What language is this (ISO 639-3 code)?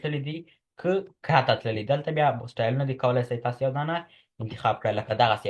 pus